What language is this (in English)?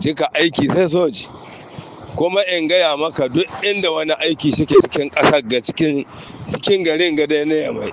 Hausa